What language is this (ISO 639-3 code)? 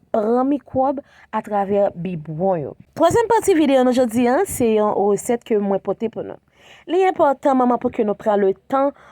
hat